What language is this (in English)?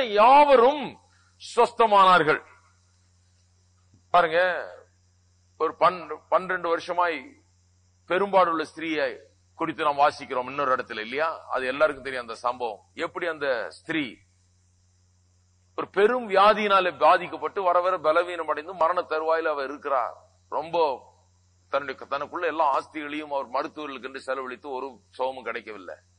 Tamil